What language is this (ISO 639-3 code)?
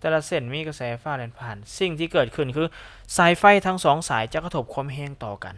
lao